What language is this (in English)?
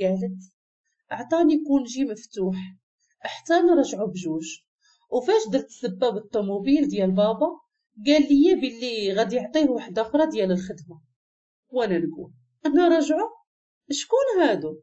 Moroccan Arabic